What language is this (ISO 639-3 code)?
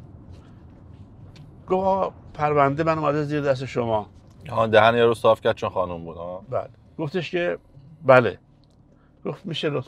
fas